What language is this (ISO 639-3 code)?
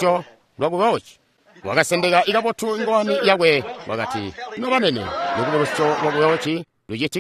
toi